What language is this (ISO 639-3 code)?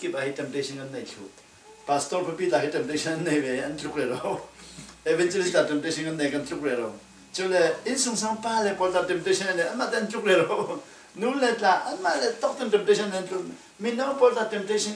cfm